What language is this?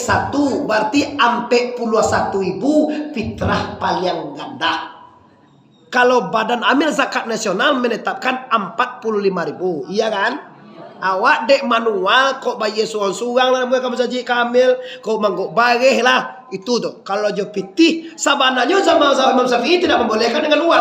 Minangkabau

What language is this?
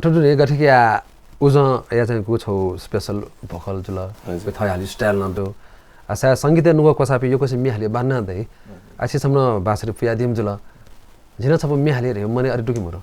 Newari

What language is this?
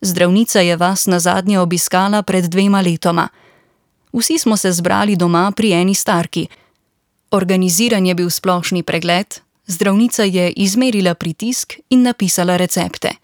Slovenian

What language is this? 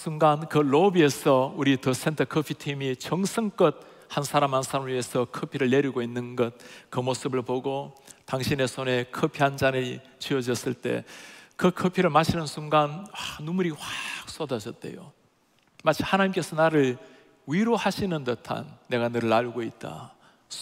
Korean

